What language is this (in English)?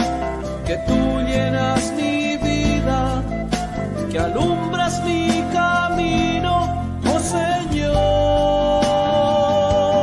Spanish